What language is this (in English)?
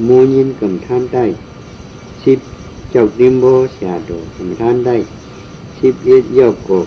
Shan